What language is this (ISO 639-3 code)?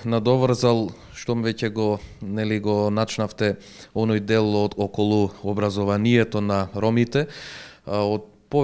mkd